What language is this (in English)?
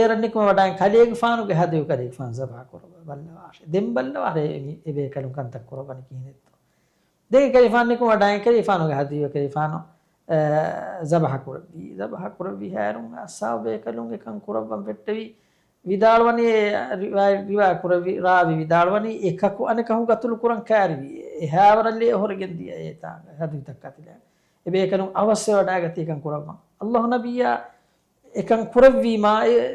Divehi